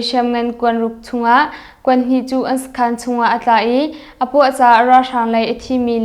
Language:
Hakha Chin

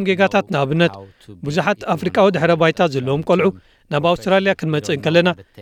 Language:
Tigrinya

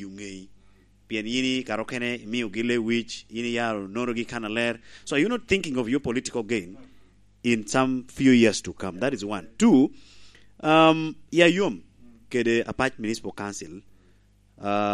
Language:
Lango (Uganda)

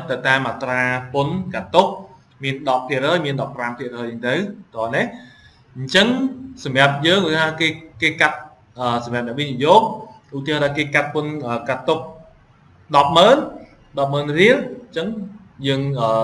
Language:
Khmer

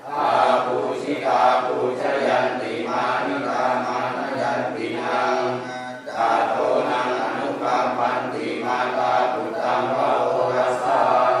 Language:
Pali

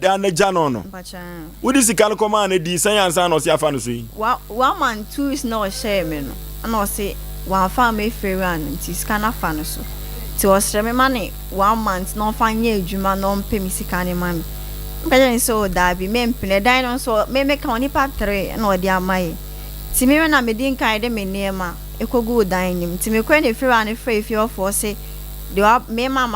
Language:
Akan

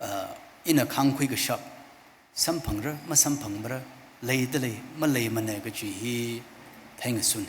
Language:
Tangkhul Naga (India)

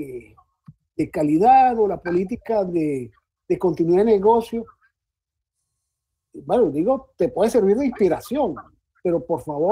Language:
Spanish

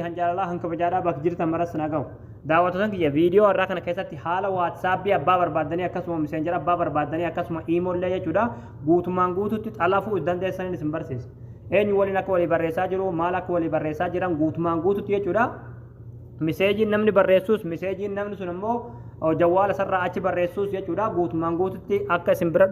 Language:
Oromo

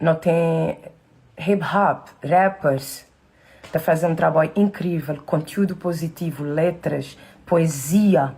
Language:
Kabuverdianu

